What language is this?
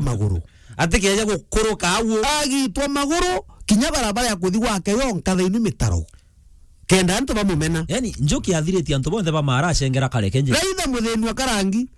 Meru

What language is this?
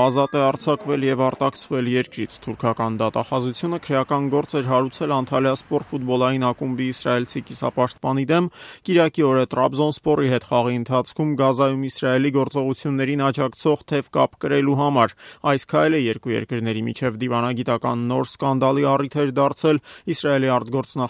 Armenian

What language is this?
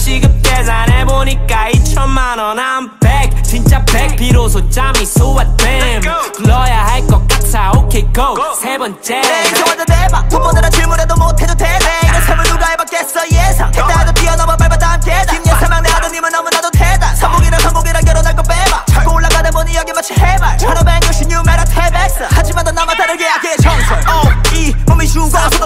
Korean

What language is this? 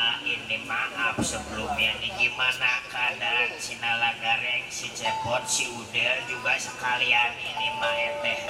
Betawi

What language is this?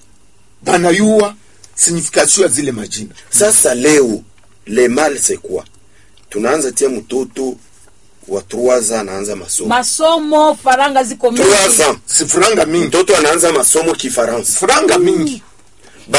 Swahili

